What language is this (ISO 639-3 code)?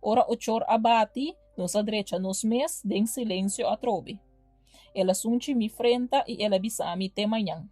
pap